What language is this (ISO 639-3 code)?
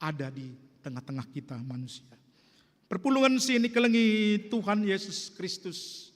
btx